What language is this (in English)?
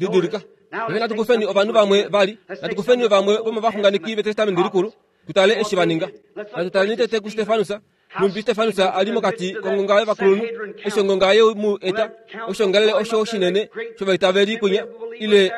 Kuanyama